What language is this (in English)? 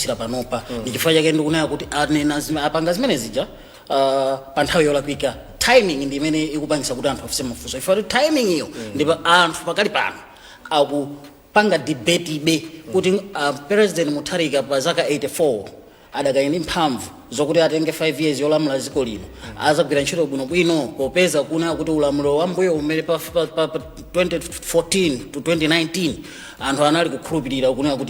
Nyanja